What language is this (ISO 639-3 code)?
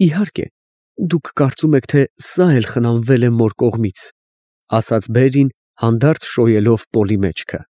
hye